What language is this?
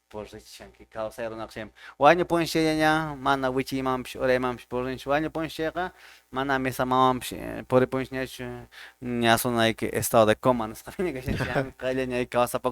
Quechua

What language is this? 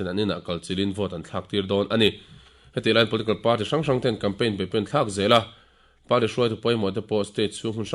Mizo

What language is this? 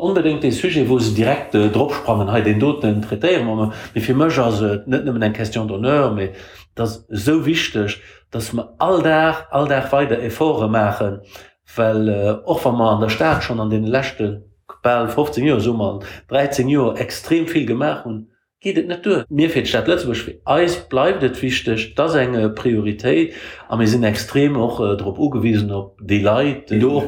Luxembourgish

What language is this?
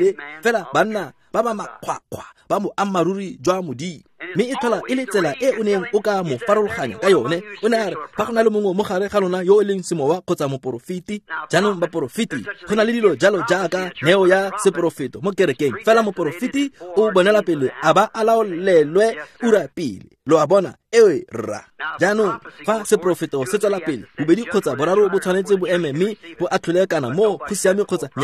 Tswana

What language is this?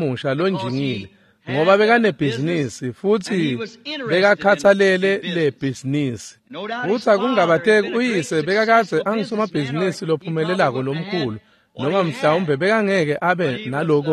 Swati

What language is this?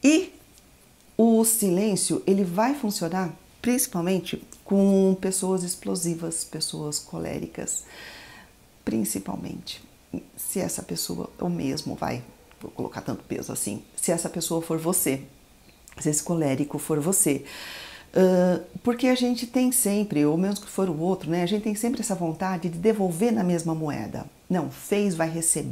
Portuguese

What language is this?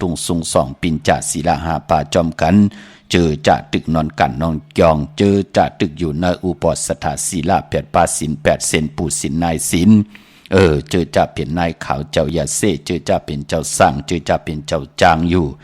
Shan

